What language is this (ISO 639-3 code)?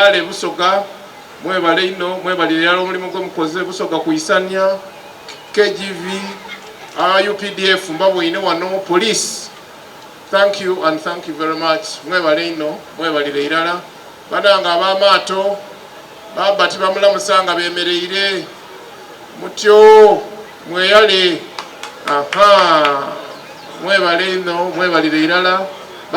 xog